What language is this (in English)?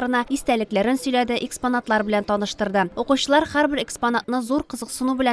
Tatar